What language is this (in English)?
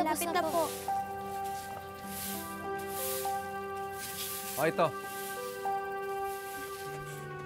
Filipino